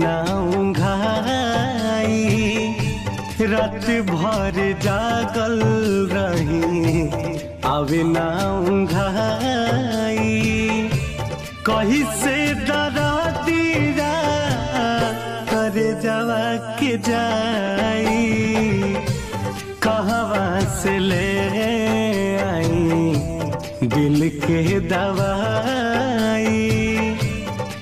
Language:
Bhojpuri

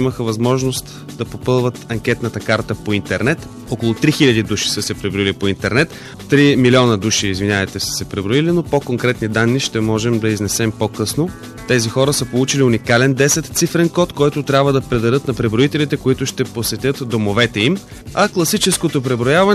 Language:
Bulgarian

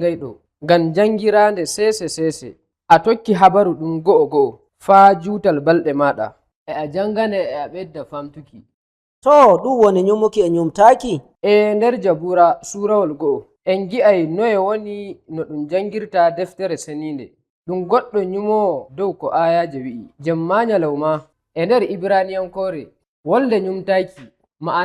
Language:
Nigerian Fulfulde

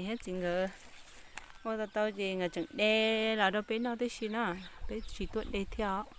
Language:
Hmong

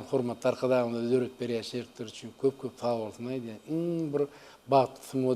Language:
Turkmen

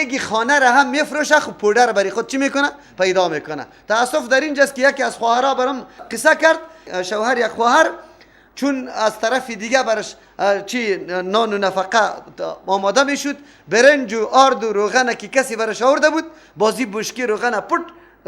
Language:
Persian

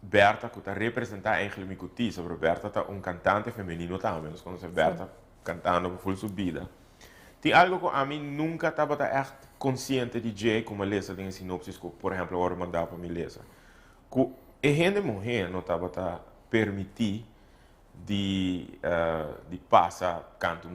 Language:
Papiamento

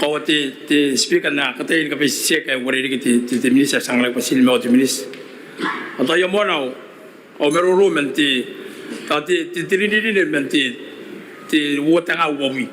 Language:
Gilbertese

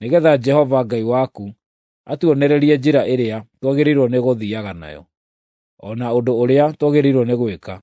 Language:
Kikuyu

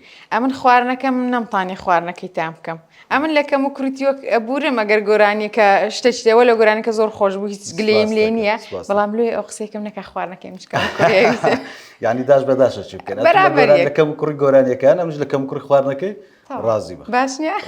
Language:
Central Kurdish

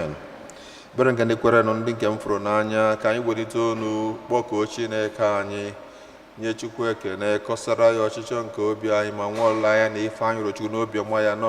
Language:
Igbo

